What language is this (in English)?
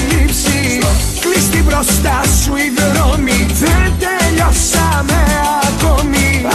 Greek